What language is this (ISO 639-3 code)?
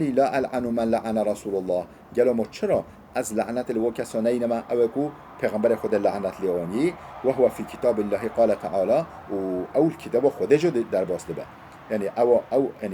kur